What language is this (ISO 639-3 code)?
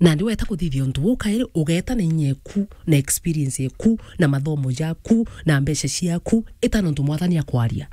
mer